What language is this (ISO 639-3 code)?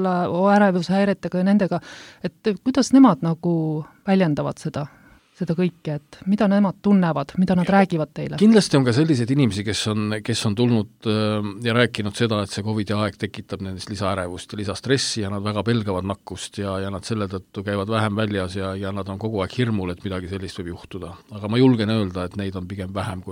est